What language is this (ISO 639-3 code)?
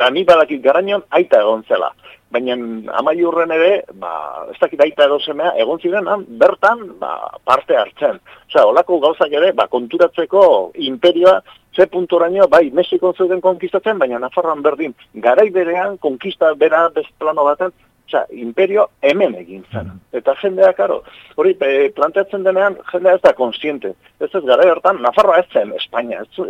eus